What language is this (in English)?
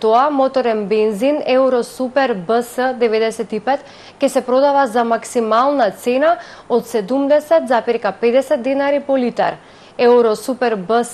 Macedonian